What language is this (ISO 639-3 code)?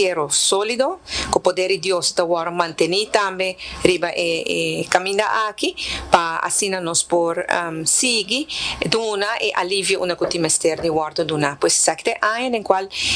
pap